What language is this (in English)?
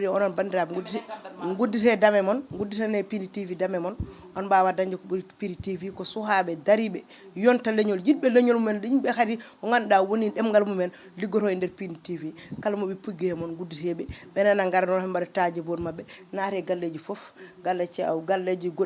Fula